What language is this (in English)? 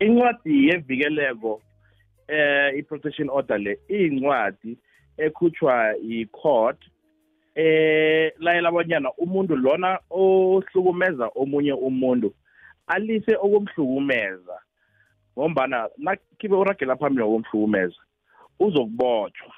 South Ndebele